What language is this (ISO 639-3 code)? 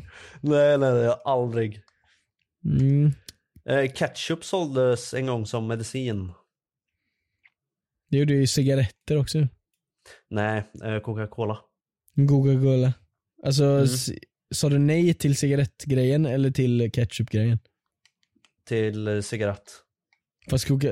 swe